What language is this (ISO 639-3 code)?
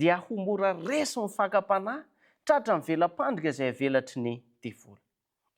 mlg